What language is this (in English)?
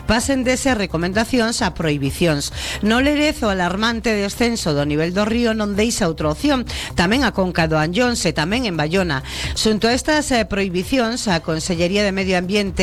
Galician